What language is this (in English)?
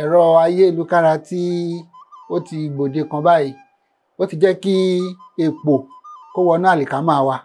Yoruba